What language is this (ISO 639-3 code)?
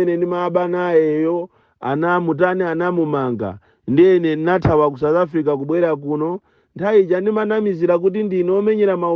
nya